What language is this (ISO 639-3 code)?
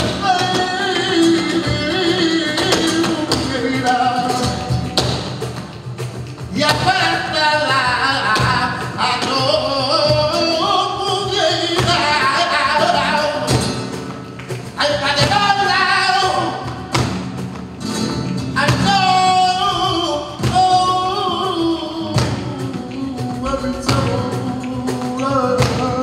spa